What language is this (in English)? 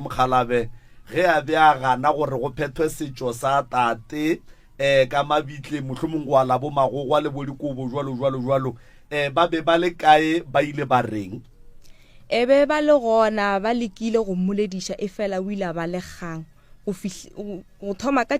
Northern Sotho